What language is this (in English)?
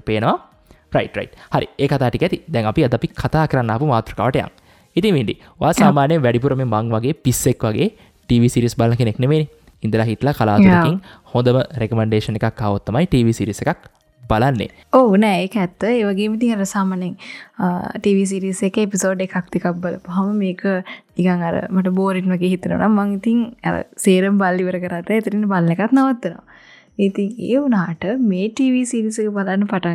Sinhala